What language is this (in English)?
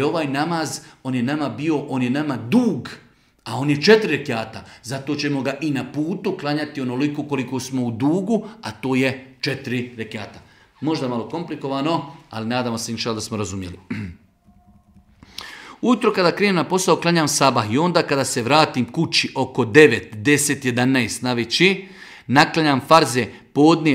Bosnian